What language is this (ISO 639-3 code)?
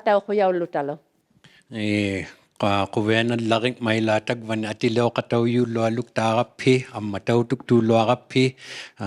iku